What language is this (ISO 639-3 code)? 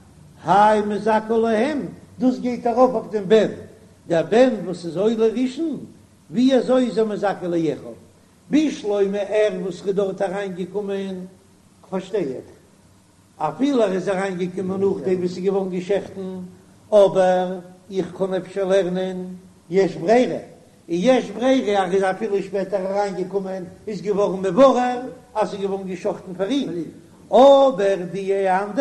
yid